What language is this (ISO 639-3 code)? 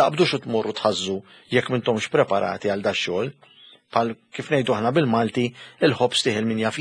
mlt